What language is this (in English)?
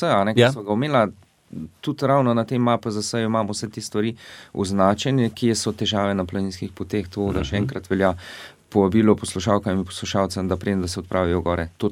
Slovenian